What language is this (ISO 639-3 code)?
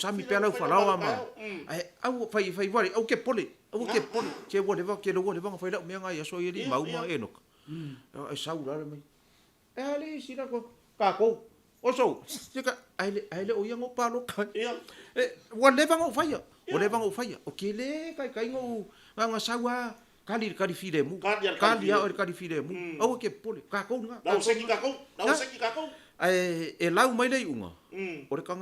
smo